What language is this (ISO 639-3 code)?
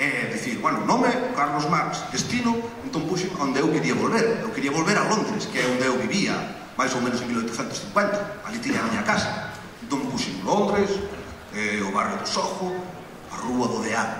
glg